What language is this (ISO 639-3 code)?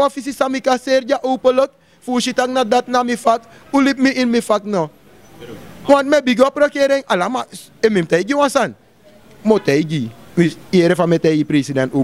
srn